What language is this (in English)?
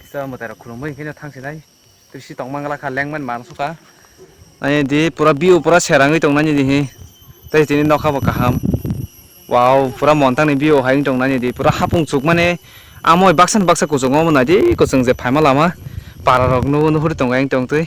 Kok Borok